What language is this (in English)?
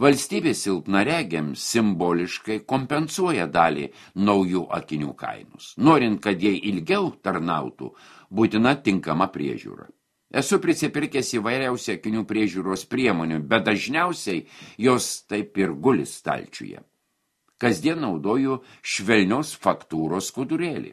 Lithuanian